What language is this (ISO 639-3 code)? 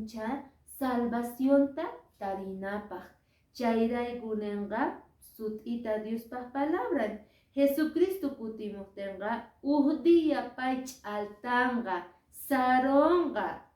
que